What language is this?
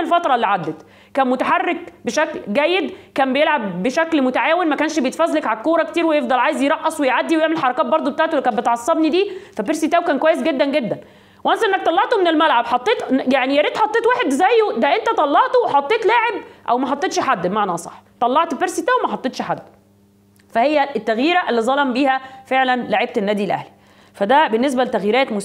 Egyptian Arabic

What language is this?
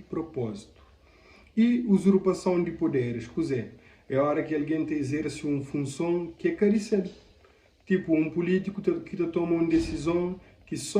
Kabuverdianu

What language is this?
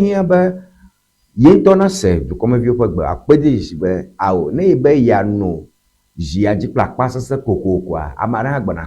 Ewe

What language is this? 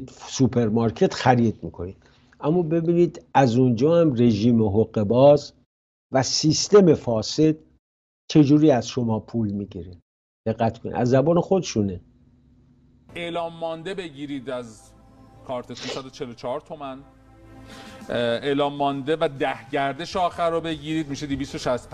Persian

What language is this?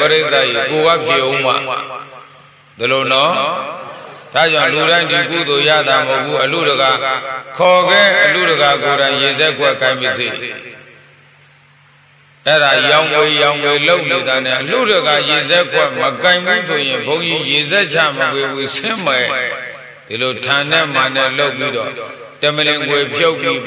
Burmese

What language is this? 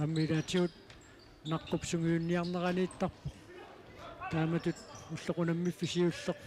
Kalaallisut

